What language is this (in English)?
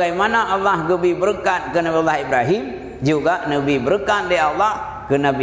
Achinese